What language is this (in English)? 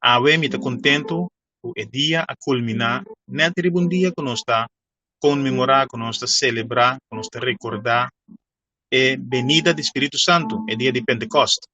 Papiamento